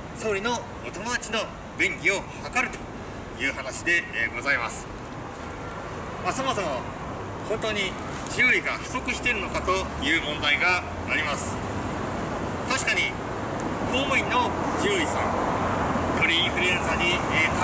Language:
Japanese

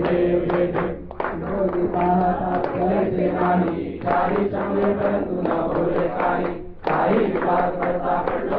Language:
Marathi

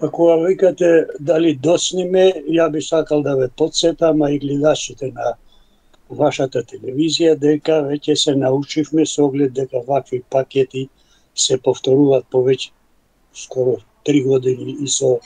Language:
Macedonian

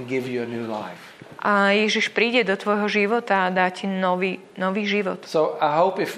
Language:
Slovak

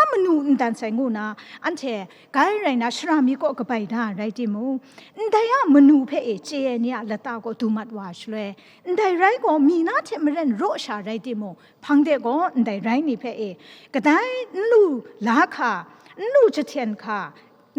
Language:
Kachin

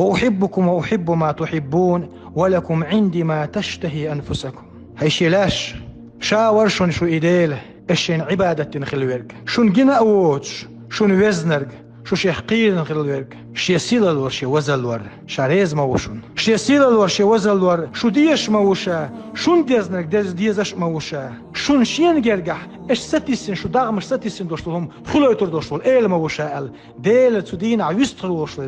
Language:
Chechen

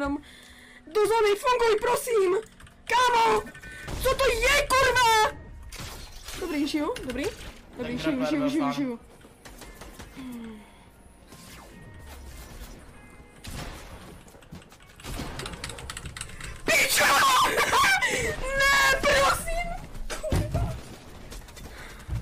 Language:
Czech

